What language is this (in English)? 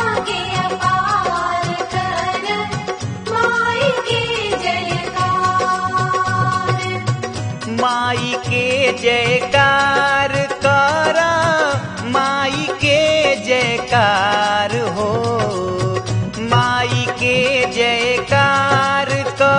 Bhojpuri